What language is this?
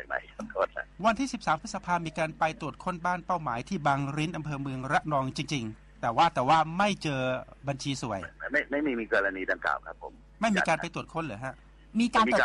Thai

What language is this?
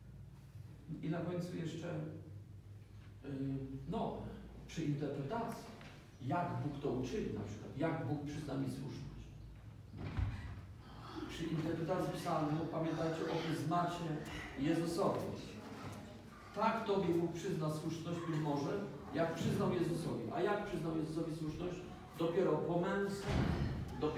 Polish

